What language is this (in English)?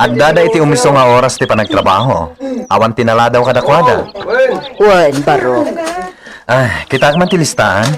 Iloko